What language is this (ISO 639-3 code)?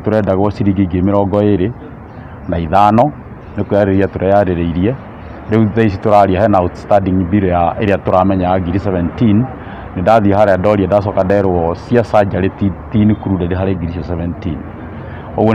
kik